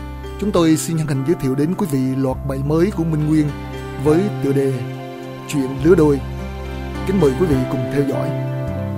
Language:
Vietnamese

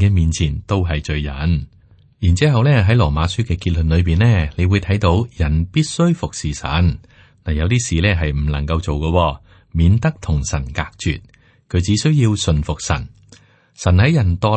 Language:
Cantonese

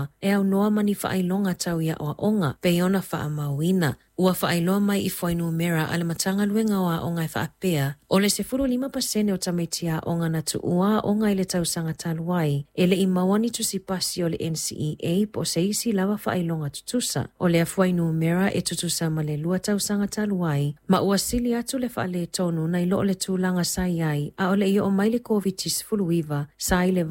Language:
Samoan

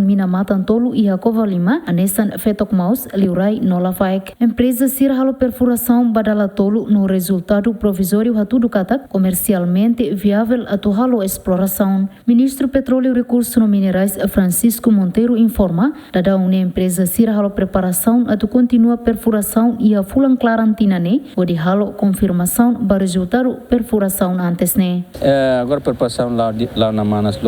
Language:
Tetum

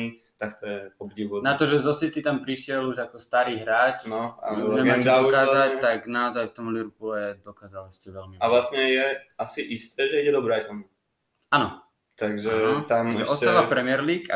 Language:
Slovak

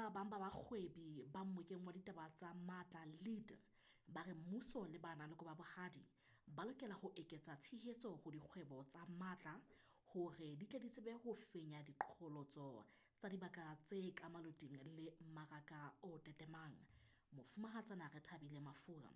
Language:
Southern Sotho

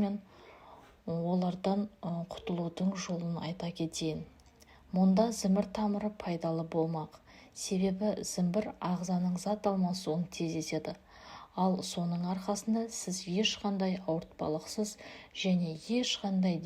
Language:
Kazakh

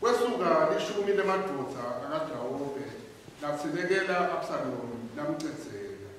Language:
Swati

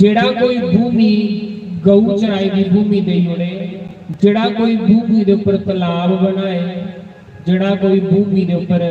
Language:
Dogri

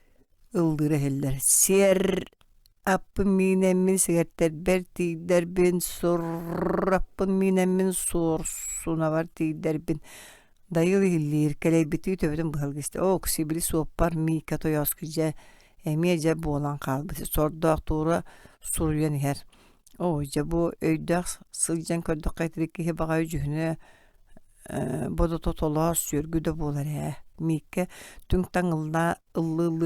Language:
Yakut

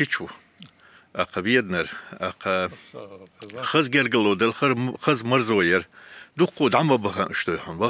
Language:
Chechen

